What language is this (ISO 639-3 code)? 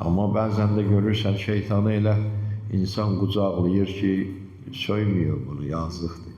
aze